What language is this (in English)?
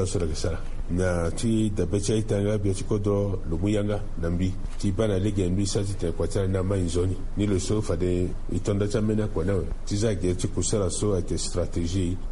Sango